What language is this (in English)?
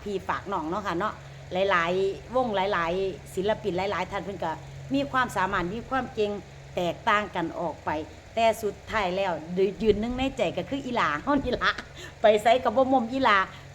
Northeastern Thai